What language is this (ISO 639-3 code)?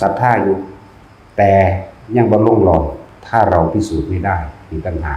tts